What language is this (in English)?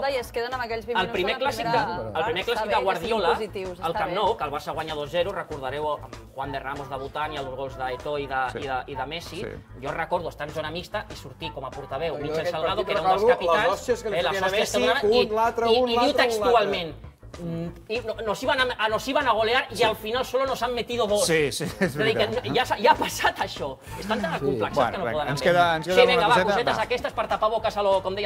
Catalan